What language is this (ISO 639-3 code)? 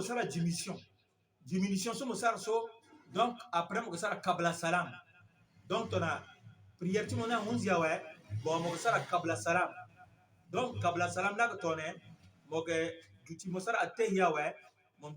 sag